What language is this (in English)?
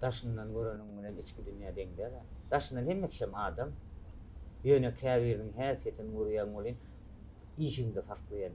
Turkmen